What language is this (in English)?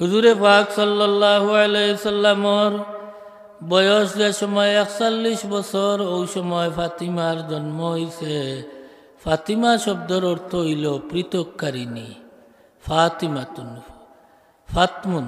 Sylheti